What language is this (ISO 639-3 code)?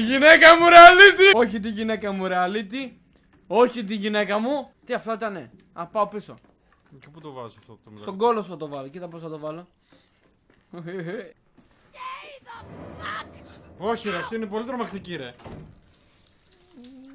ell